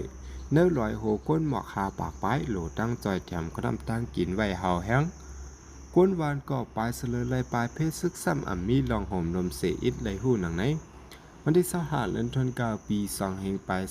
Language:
Shan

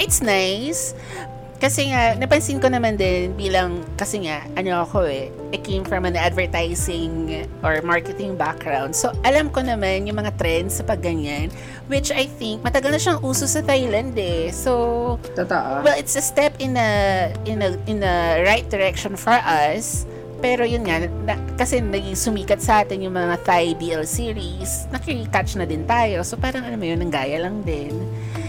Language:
Filipino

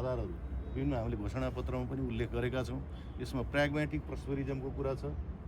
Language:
Nepali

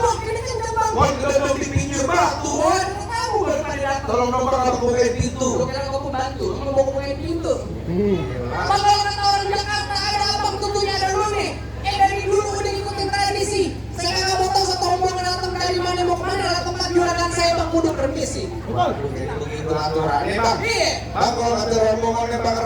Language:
Betawi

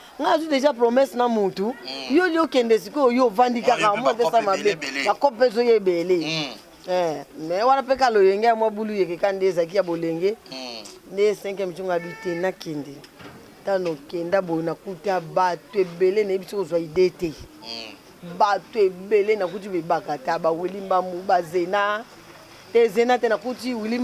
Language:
Lingala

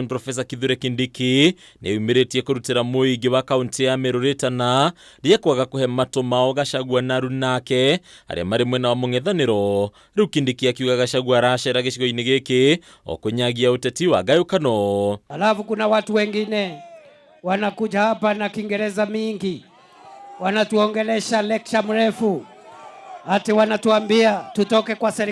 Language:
Kikuyu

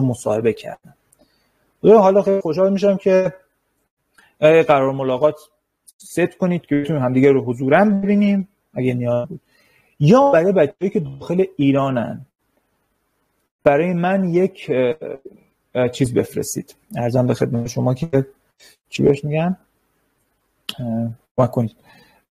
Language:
Persian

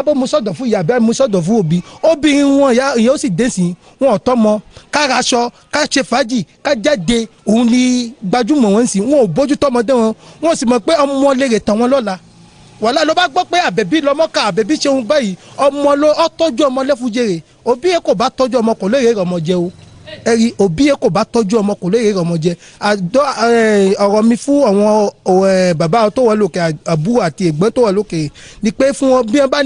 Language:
Yoruba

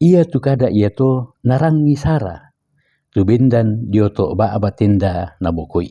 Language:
Toraja-Sa'dan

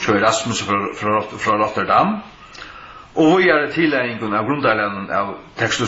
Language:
Faroese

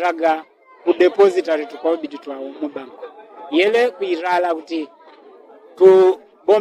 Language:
Yao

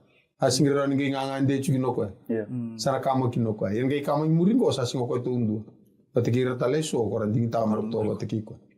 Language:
Fijian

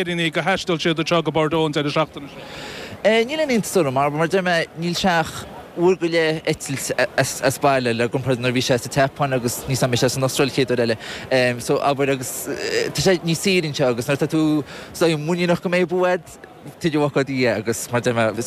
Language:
Irish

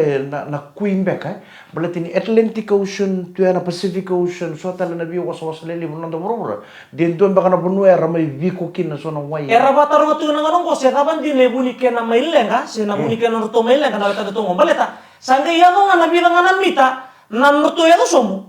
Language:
Fijian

